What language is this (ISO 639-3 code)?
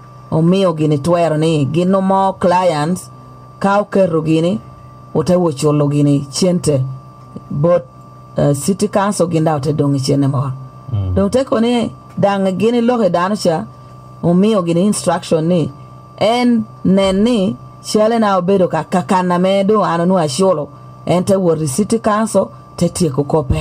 laj